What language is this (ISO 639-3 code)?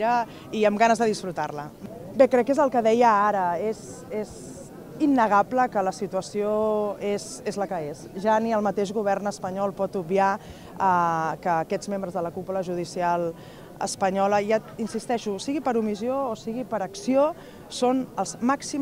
cat